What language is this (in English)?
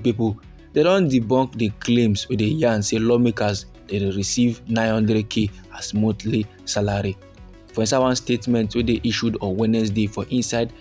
Nigerian Pidgin